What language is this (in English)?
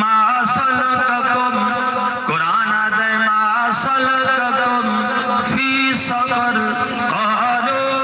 Saraiki